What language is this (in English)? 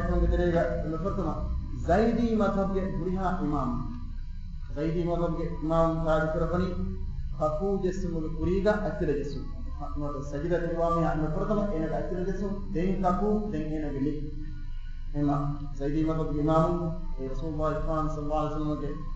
Divehi